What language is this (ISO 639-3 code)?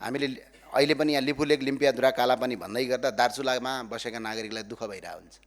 nep